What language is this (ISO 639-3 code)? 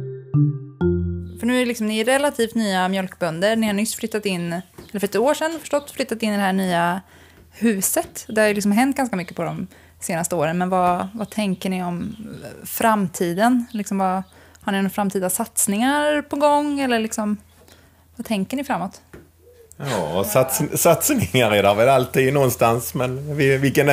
swe